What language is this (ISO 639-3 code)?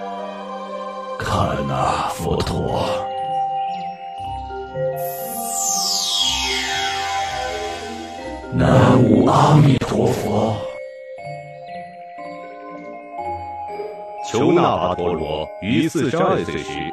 zho